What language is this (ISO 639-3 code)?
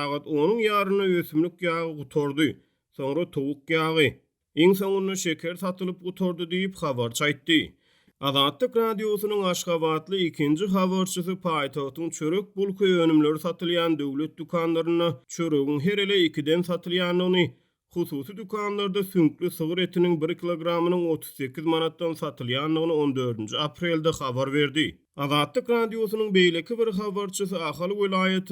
tuk